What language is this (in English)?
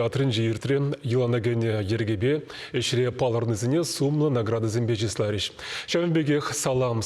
Chuvash